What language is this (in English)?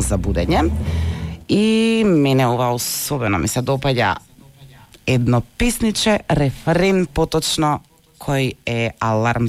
Macedonian